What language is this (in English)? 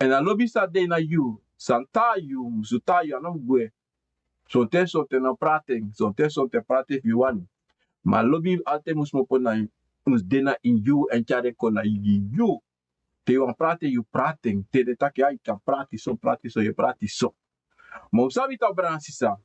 Sranan Tongo